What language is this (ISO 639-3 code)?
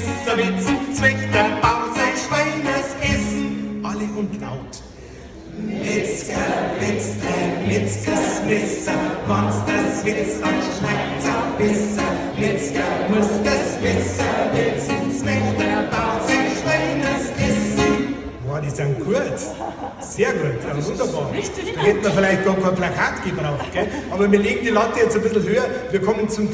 bar